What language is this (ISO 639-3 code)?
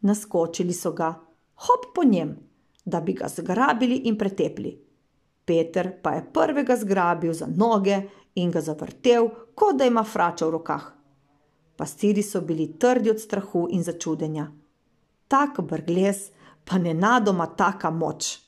slv